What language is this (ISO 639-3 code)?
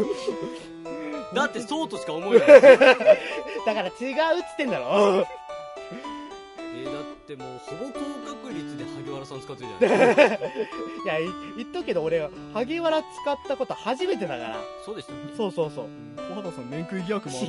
jpn